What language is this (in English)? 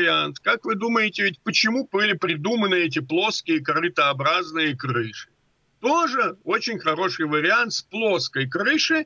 Russian